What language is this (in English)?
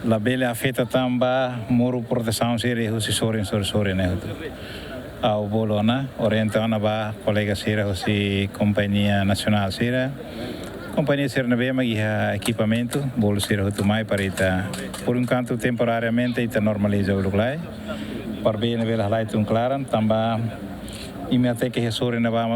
Tetum